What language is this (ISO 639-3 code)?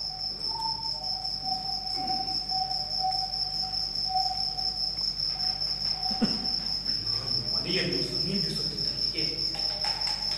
kan